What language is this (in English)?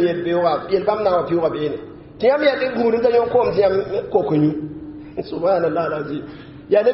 Mossi